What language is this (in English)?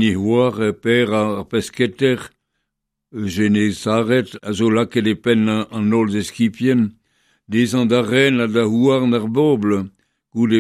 Breton